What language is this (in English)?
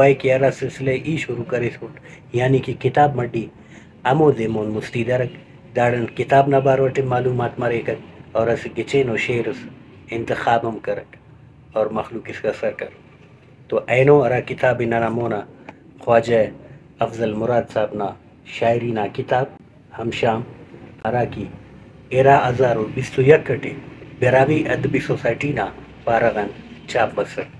Brahui